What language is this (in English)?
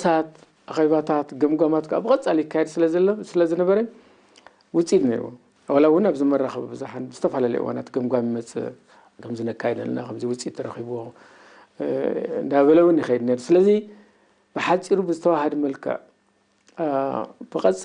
Tigrinya